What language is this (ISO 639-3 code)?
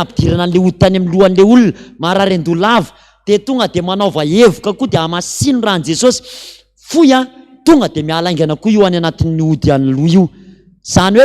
mlg